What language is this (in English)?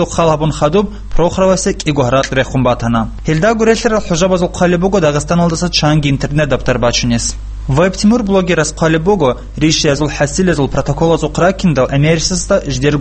Avaric